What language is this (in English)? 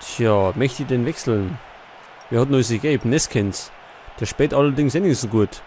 Bavarian